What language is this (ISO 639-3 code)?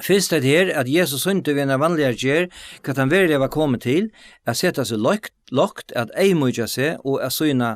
fao